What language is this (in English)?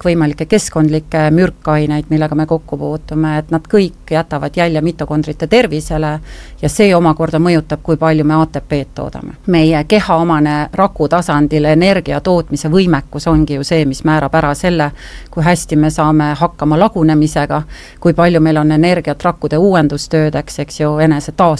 Estonian